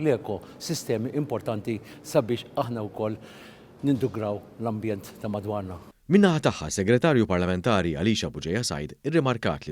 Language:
Maltese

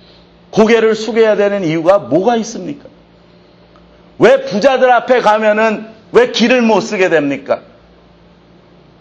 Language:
Korean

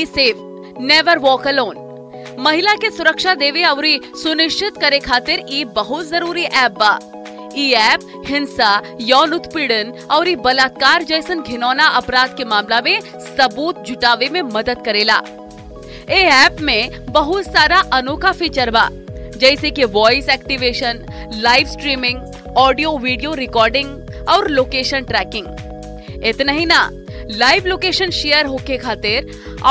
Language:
Bhojpuri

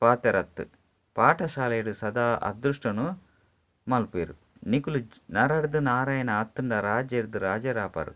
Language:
Tulu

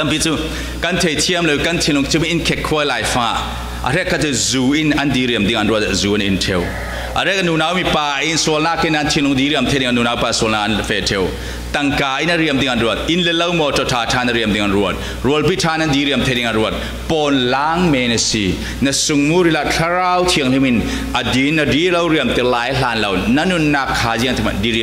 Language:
Falam Chin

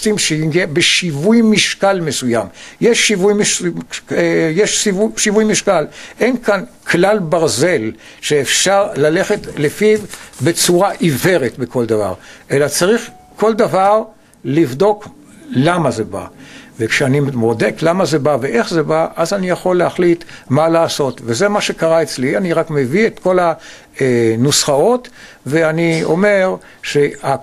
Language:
Hebrew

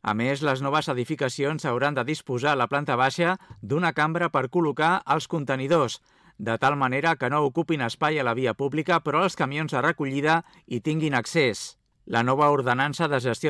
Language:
Catalan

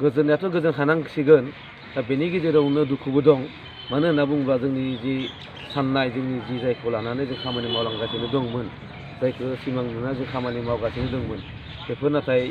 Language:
Bodo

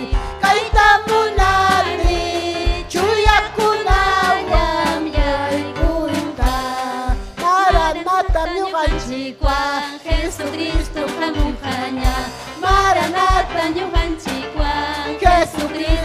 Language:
Ayacucho Quechua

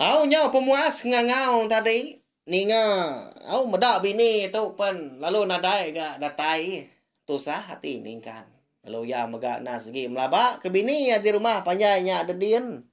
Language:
Iban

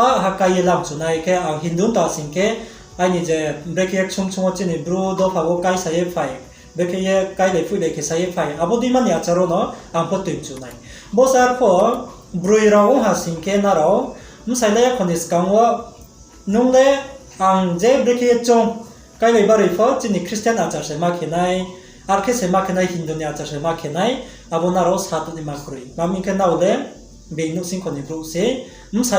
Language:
Riang (India)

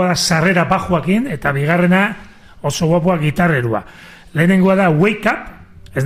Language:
Basque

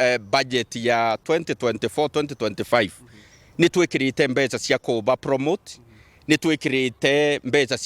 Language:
Meru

